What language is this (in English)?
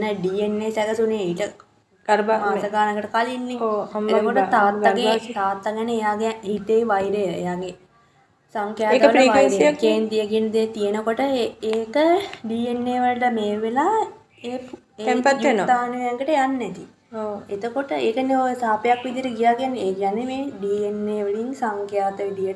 Sinhala